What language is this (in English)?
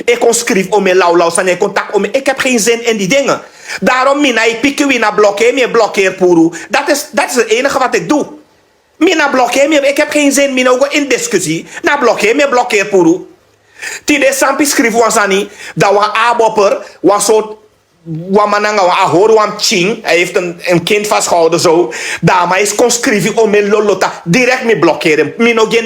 Sranan Tongo